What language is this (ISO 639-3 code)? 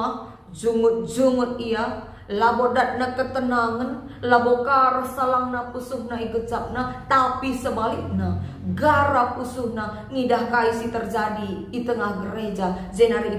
btx